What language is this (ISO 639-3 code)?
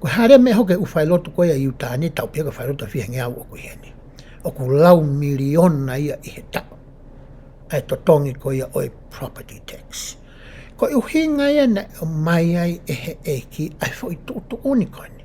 ton